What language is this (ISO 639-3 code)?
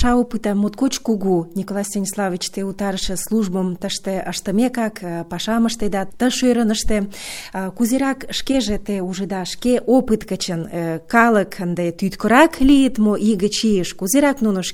chm